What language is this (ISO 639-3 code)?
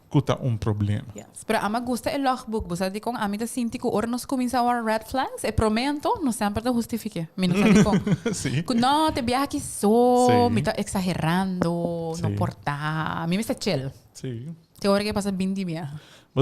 pap